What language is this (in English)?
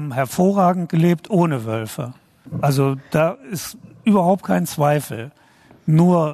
Luxembourgish